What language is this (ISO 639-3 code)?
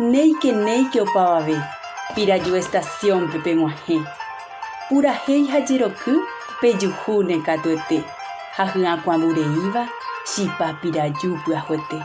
grn